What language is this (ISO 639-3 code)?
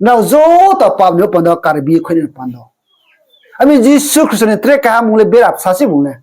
ria